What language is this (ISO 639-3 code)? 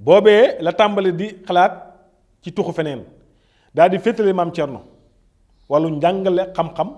wol